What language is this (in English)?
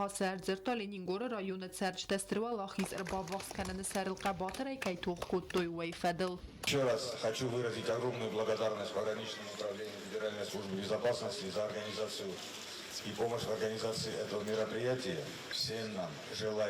Ossetic